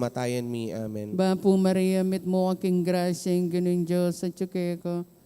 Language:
Pampanga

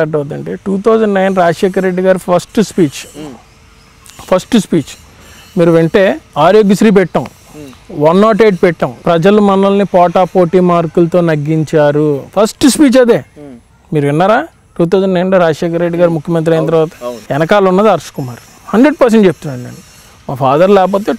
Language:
Telugu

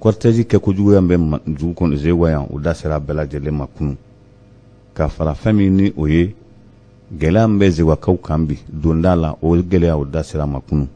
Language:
Bambara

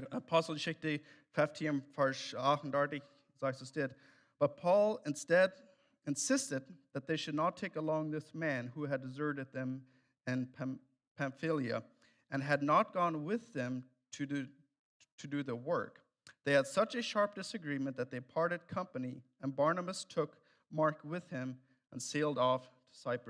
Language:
Plautdietsch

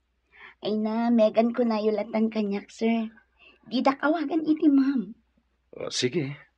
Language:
Iloko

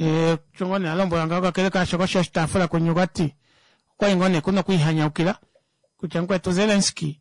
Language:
Kuanyama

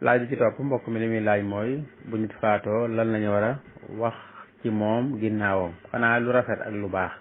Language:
Wolof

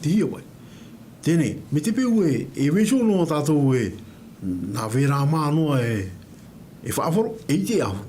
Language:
Tahitian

